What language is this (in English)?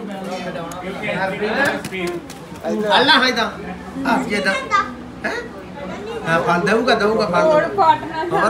Punjabi